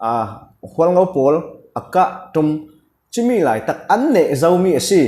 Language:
Falam Chin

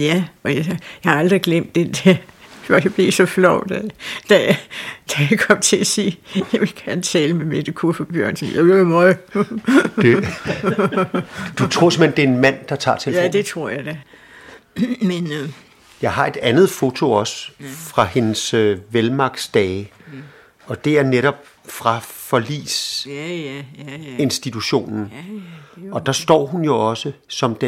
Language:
Danish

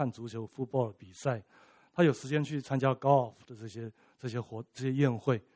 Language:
Chinese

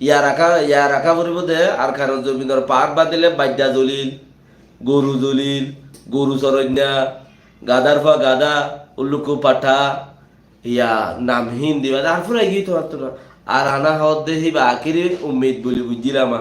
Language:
Rohingya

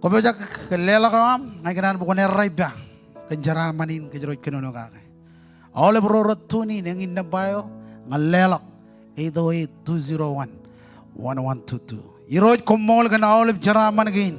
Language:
Marshallese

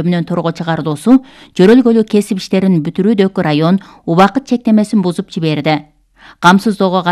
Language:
Kyrgyz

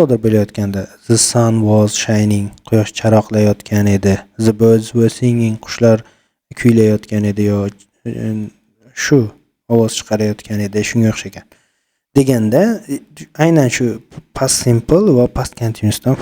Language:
Uzbek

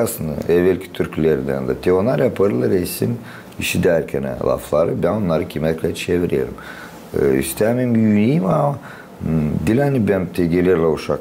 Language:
Gagauz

